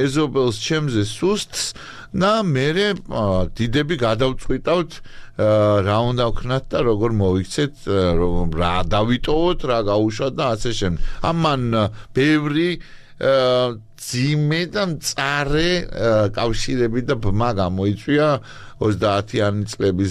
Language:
Georgian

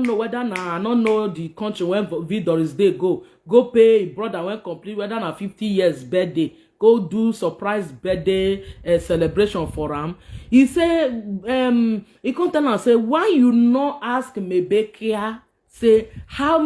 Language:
Nigerian Pidgin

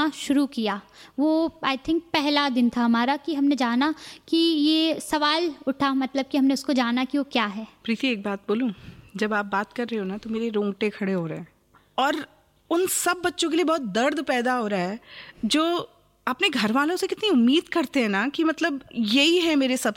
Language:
Hindi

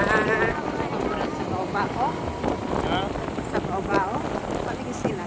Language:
Cebuano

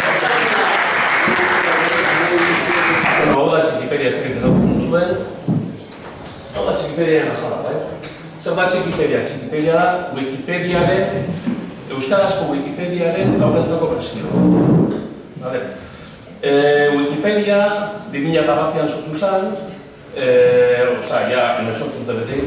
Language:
Basque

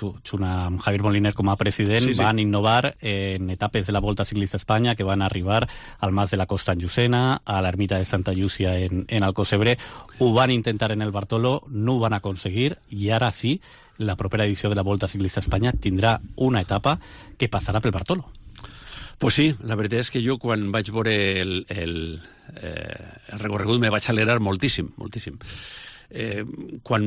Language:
Catalan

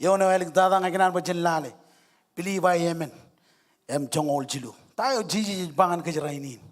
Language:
Marshallese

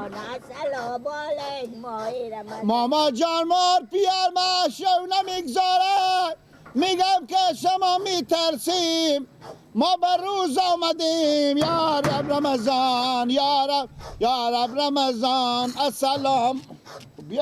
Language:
Persian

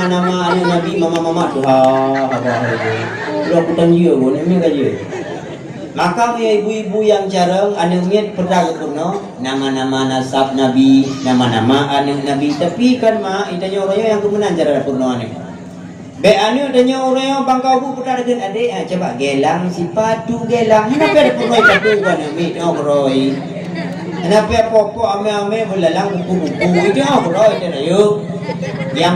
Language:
Achinese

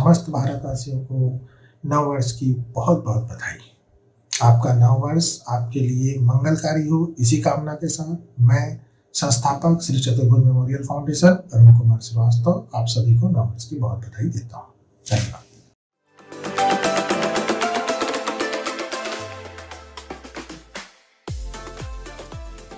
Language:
Hindi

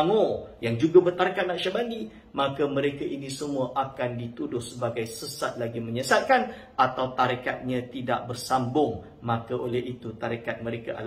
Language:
Malay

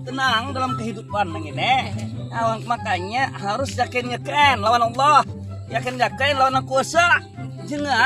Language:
Banjar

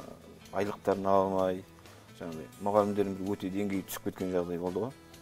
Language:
Kazakh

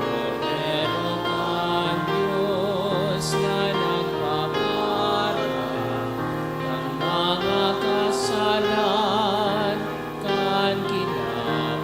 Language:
Bikol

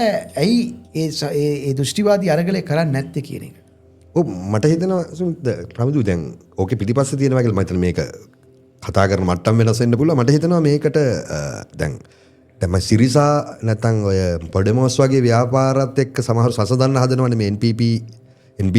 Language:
Sinhala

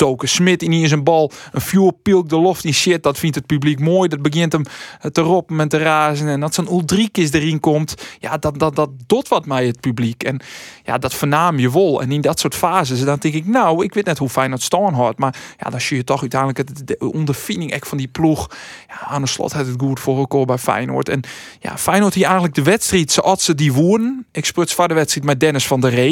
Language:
Western Frisian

